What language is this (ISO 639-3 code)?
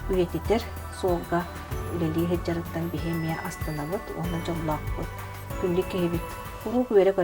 sah